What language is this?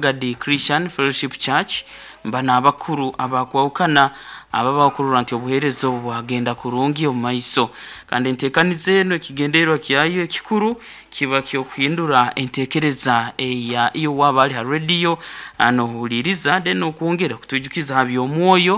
Nyoro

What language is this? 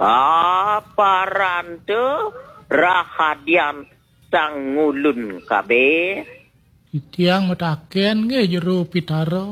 Balinese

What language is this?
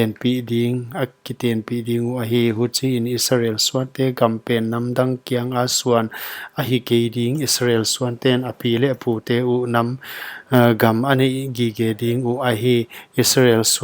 Paite Chin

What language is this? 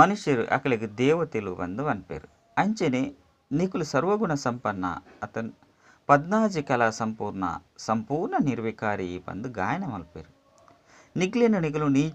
Tulu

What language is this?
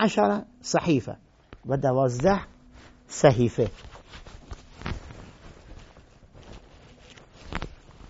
Persian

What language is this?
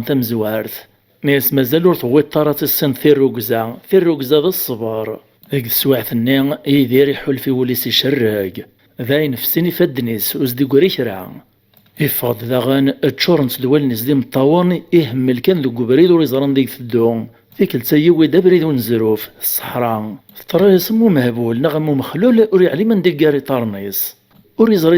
Kabyle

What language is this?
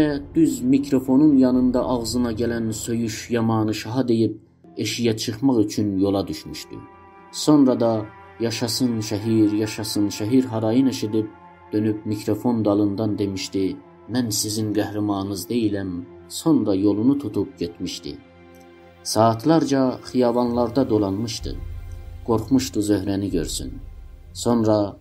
South Azerbaijani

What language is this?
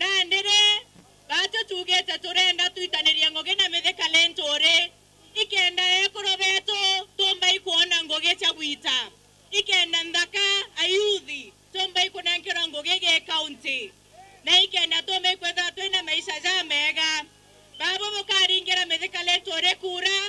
Meru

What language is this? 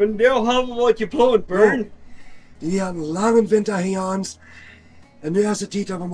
Plautdietsch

